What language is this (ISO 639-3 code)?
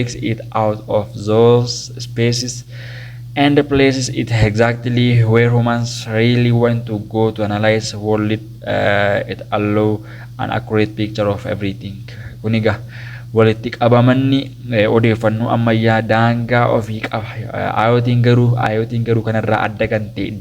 orm